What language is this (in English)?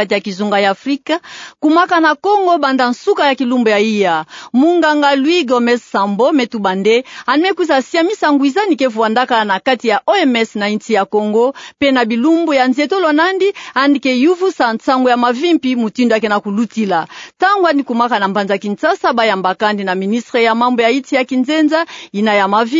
Kituba (Democratic Republic of Congo)